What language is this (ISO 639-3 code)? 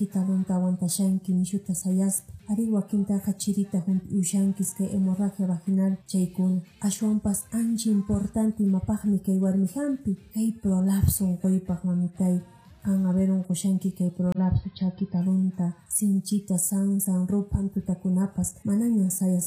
que